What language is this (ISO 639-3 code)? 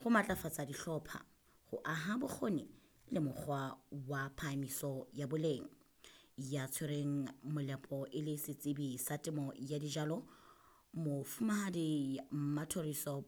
sot